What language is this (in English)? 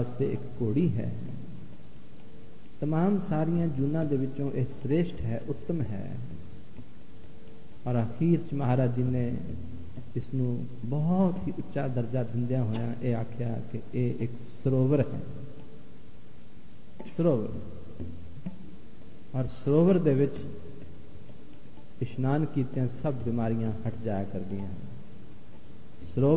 Punjabi